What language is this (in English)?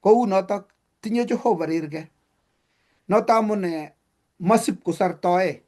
Kalenjin